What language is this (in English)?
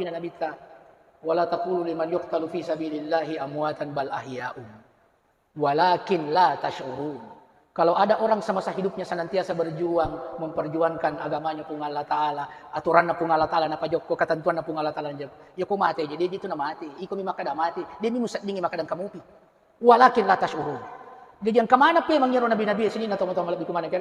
Buginese